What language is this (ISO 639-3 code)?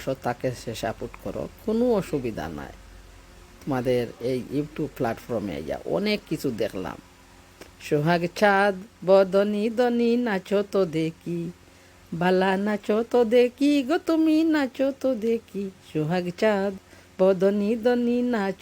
syl